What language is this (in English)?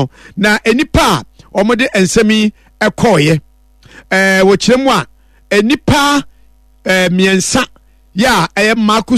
Akan